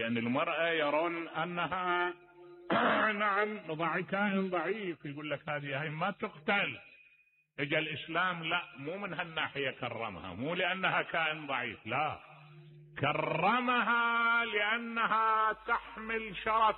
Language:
Mesopotamian Arabic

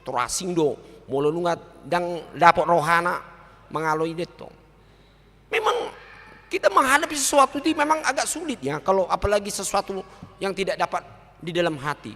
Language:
Batak Toba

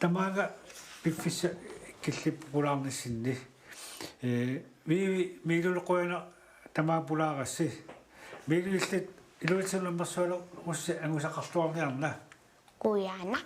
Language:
Kalaallisut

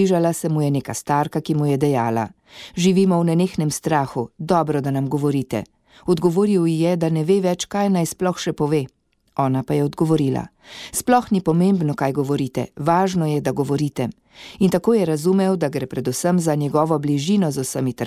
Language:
Slovenian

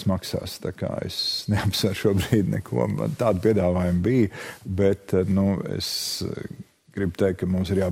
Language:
Latvian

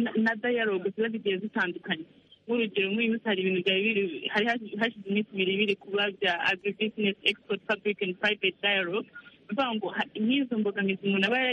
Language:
Kinyarwanda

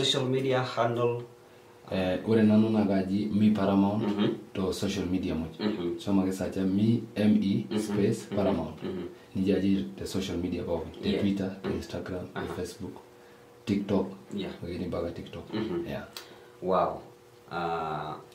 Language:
Masai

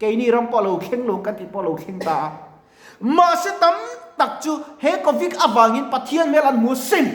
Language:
Mizo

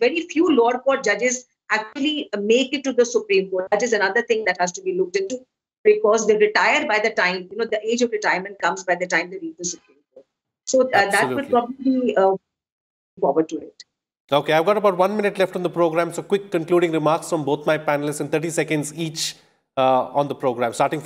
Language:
English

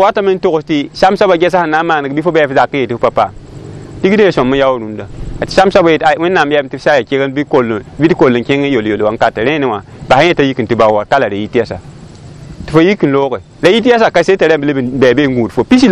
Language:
Mossi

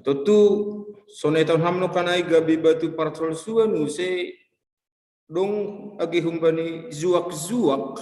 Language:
Batak Simalungun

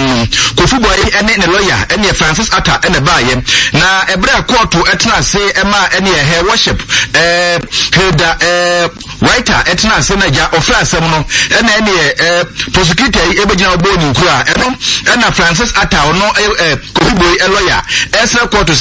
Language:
Akan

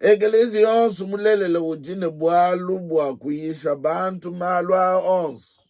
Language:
Luba-Lulua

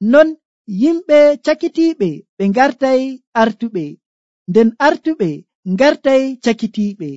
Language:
Nigerian Fulfulde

